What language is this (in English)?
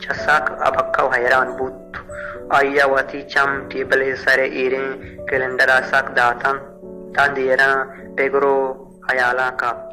Baluchi